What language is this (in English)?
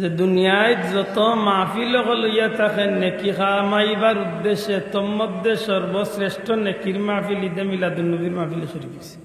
Sylheti